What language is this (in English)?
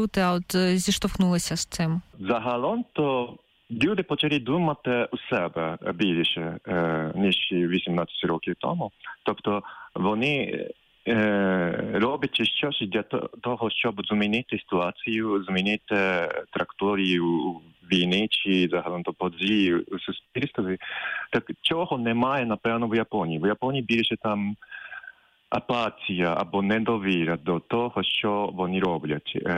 Ukrainian